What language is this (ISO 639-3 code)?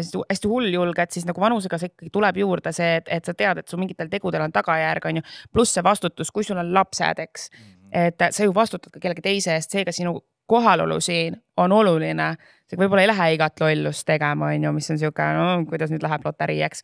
est